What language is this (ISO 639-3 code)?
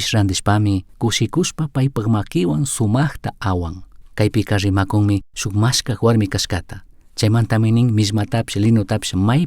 qug